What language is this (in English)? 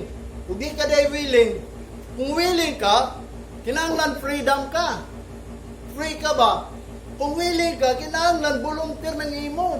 Cebuano